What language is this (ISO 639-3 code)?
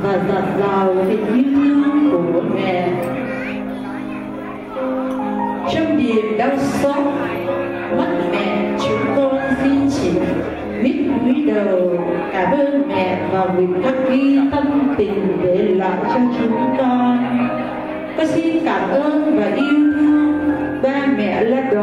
vie